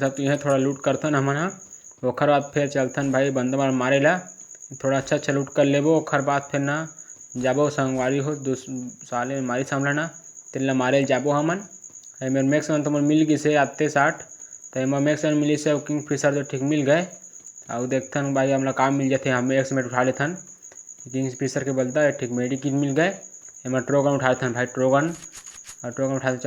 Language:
Chhattisgarhi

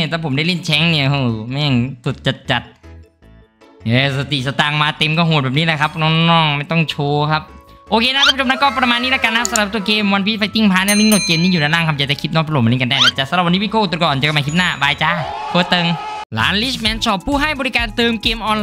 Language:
Thai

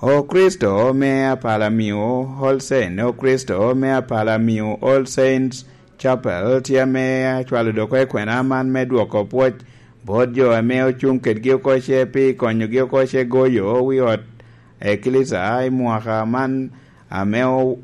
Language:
Lango (Uganda)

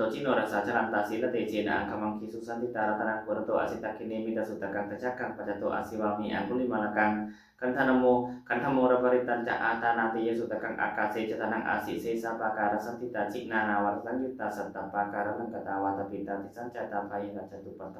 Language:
Pali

